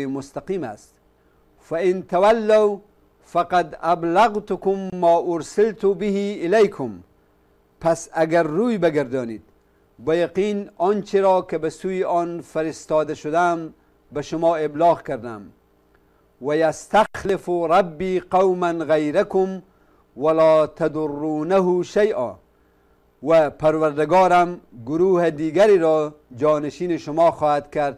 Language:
Persian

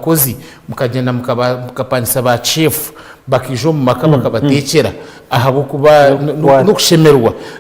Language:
Nyankole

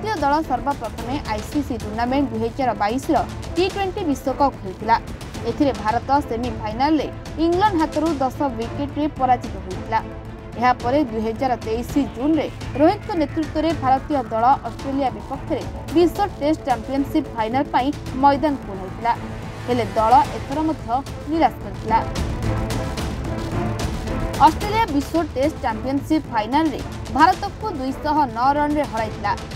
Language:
Odia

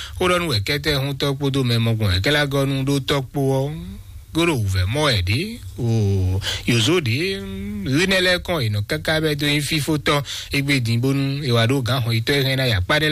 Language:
Fon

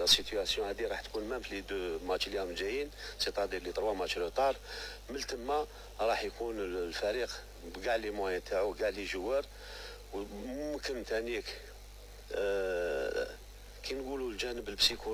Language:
Algerian Arabic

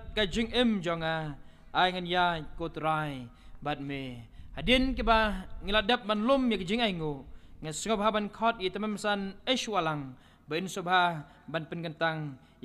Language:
Khasi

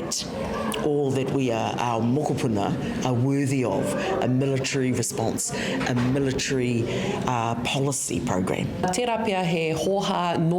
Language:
Māori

